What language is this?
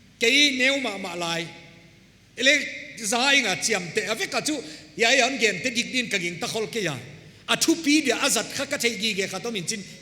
Paite Chin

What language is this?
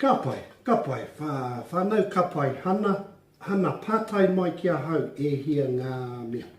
Māori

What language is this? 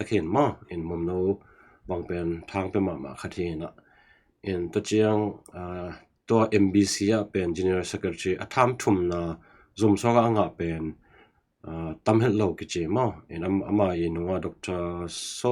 Tedim Chin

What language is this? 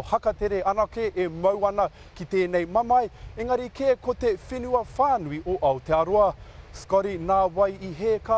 Māori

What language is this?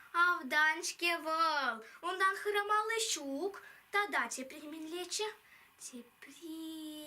Chuvash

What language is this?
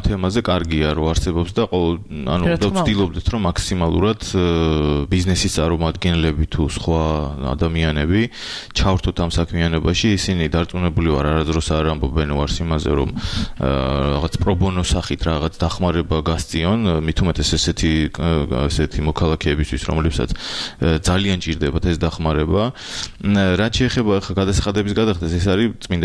Georgian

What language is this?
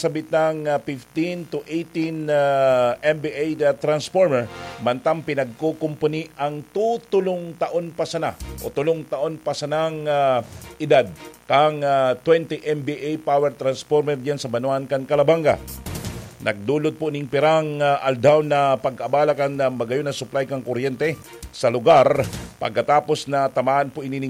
Bikol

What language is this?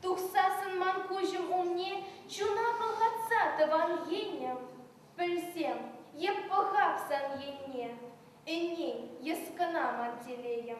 Chuvash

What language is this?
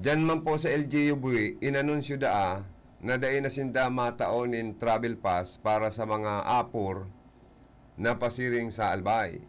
Bikol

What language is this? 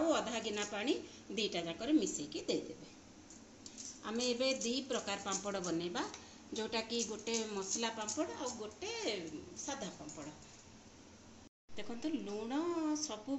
Odia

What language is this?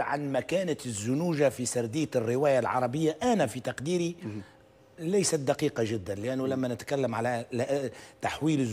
Tunisian Arabic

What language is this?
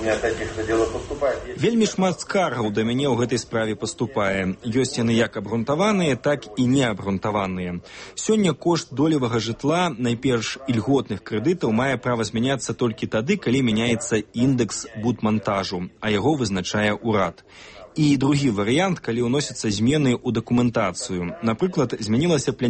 Belarusian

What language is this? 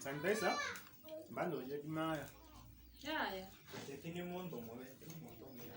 Gusii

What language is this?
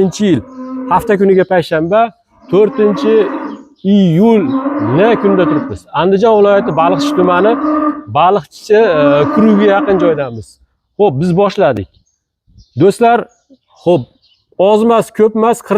Uzbek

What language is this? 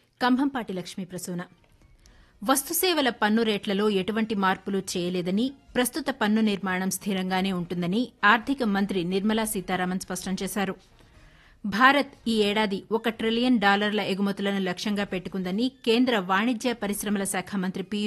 Telugu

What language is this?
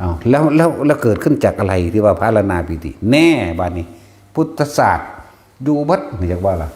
Northeastern Thai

